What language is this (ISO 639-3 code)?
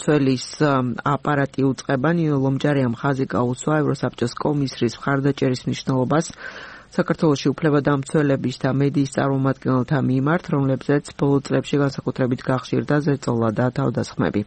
kat